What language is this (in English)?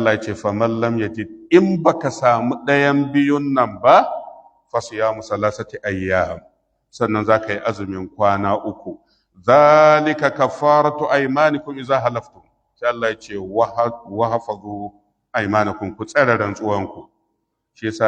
Hausa